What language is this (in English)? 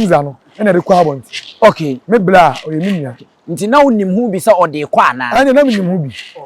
Akan